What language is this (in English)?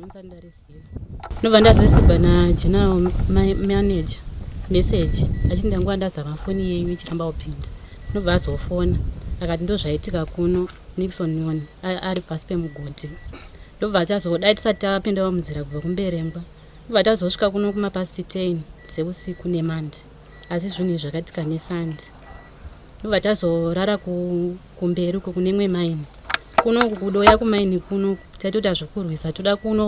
Shona